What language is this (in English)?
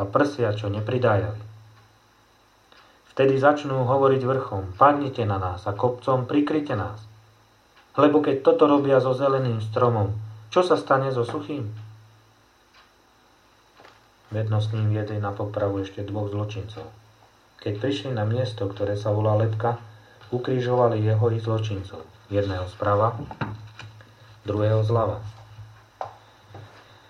Slovak